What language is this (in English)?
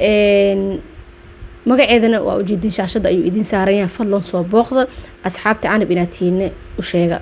Somali